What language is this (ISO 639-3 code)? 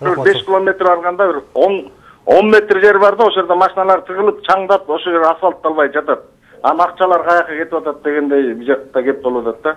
kir